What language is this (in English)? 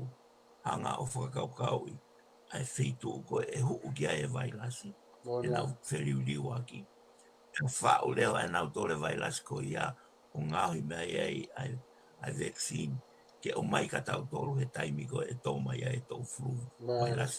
Tongan